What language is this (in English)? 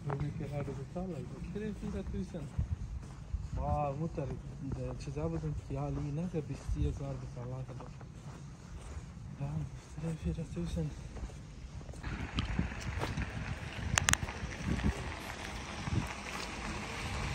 Persian